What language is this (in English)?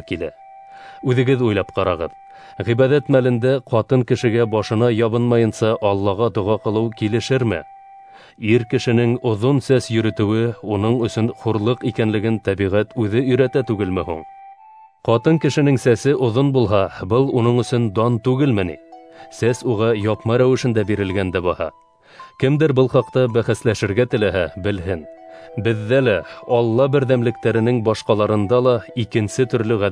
Bashkir